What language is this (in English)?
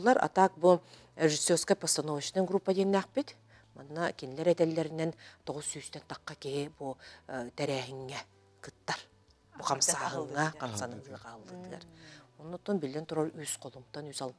Yakut